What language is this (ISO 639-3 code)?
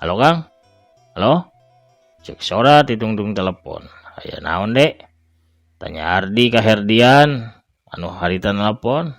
sun